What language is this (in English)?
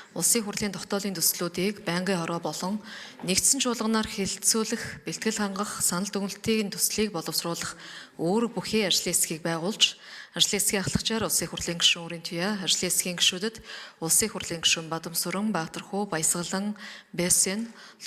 Mongolian